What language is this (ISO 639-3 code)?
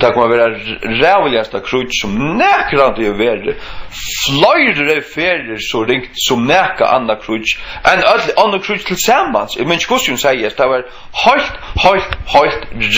fao